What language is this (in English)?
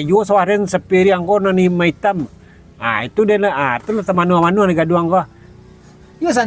Minangkabau